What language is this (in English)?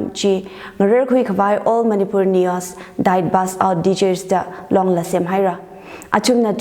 Tangkhul Naga (India)